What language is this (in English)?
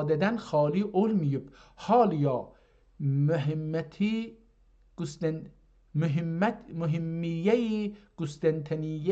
South Azerbaijani